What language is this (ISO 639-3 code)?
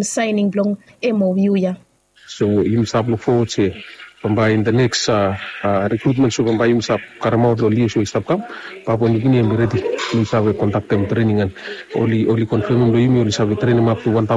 bis